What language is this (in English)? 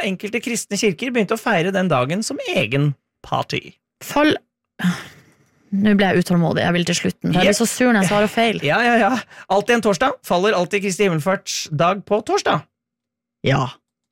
Norwegian